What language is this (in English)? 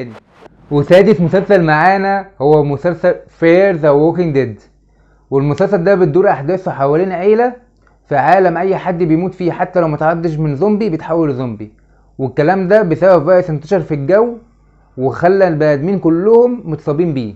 Egyptian Arabic